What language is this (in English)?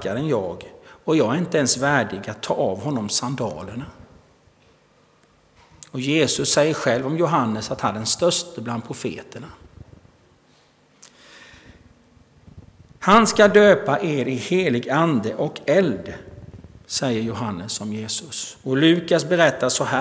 Swedish